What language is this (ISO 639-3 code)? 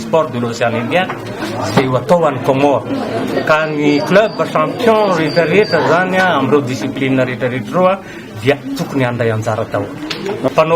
mlg